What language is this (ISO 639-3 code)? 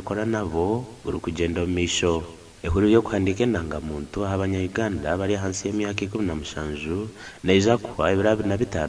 nyn